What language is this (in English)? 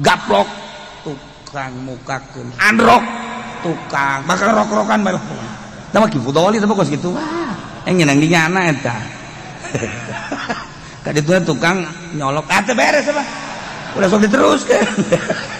Sundanese